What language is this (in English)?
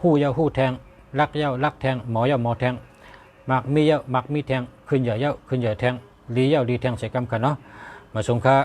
Shan